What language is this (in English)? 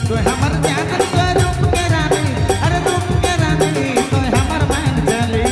Sadri